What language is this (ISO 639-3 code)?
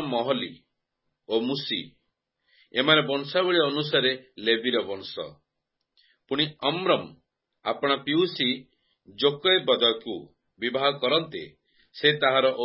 ori